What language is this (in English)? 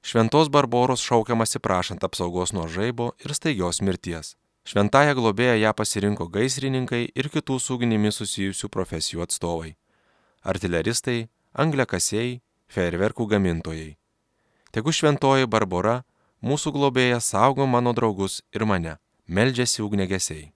Lithuanian